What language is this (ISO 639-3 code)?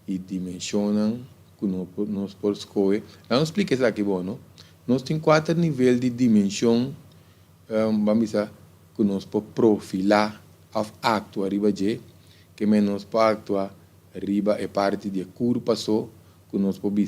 pap